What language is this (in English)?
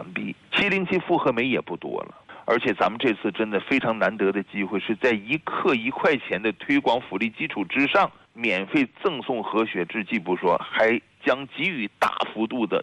Chinese